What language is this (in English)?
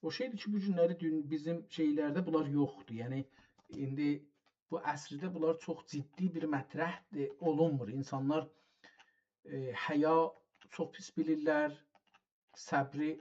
South Azerbaijani